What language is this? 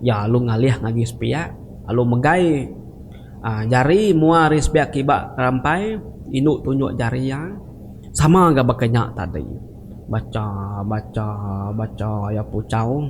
Iban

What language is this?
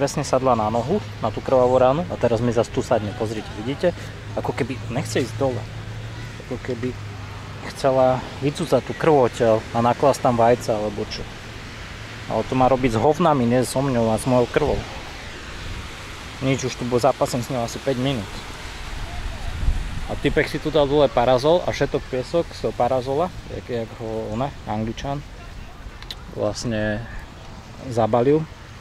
Slovak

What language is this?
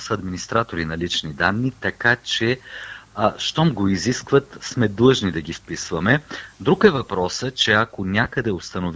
Bulgarian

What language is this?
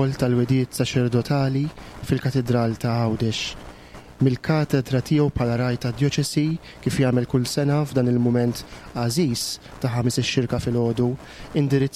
Maltese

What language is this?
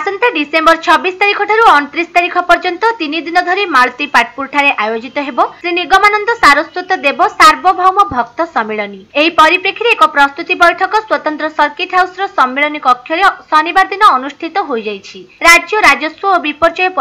Odia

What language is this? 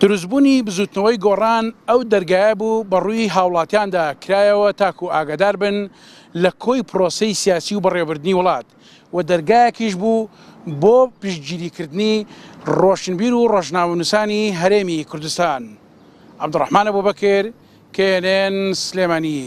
Central Kurdish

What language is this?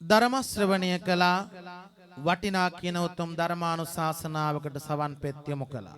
Sinhala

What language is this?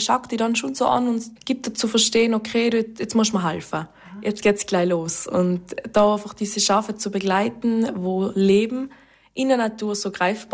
German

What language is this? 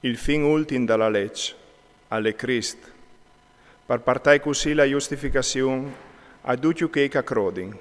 Friulian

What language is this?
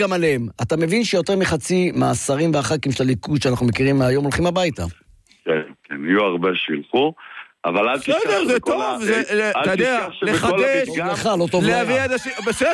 Hebrew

